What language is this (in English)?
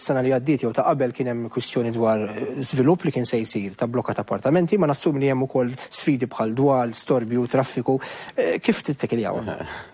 Maltese